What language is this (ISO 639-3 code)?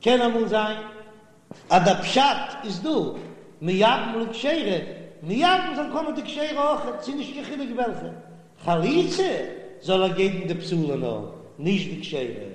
yid